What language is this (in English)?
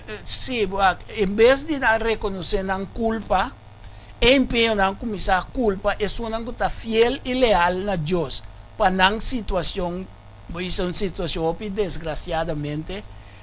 Papiamento